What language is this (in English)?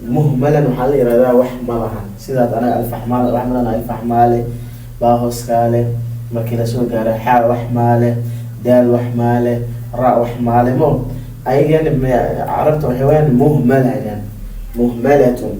Somali